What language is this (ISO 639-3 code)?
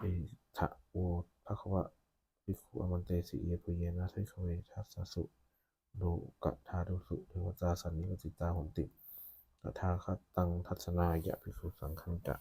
pli